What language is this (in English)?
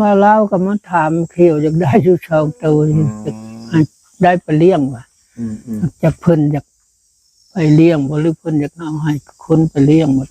Northeastern Thai